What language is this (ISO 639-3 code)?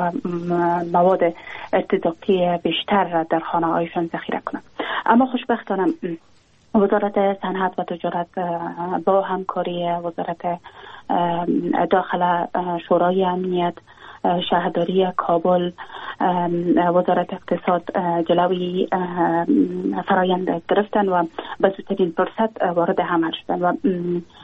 fas